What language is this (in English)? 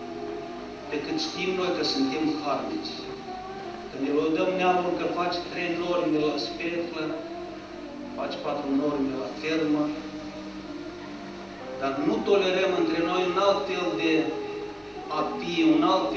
Romanian